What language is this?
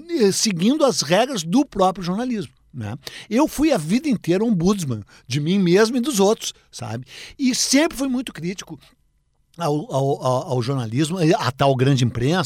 Portuguese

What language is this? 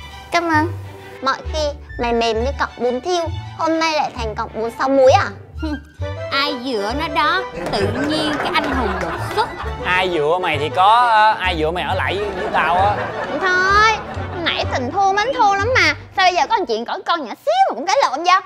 Vietnamese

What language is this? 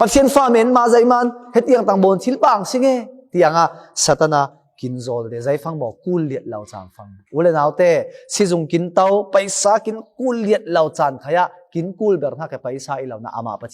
Falam Chin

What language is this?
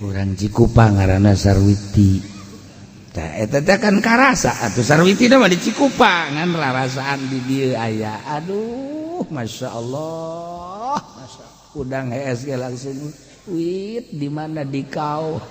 Sundanese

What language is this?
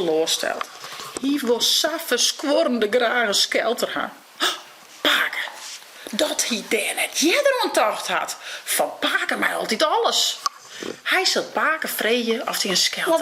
Western Frisian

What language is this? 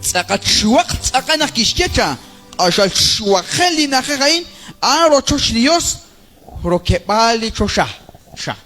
Kekchí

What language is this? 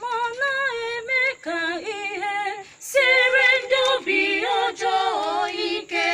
Igbo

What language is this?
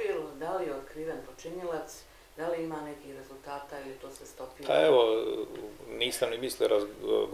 Bosnian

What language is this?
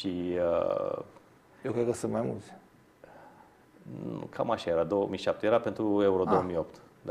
Romanian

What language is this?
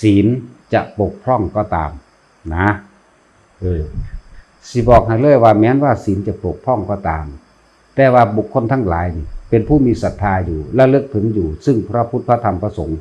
Northeastern Thai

